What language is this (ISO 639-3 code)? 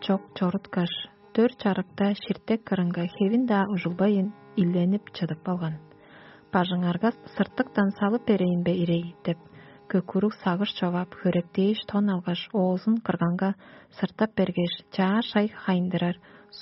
tyv